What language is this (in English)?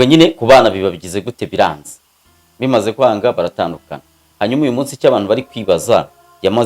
Kinyarwanda